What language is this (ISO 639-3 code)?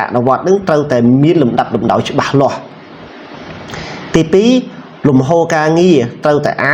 khm